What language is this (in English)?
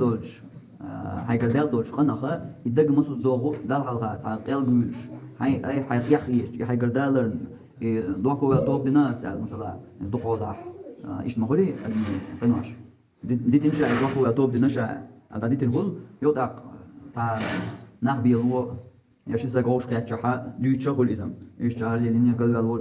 Chechen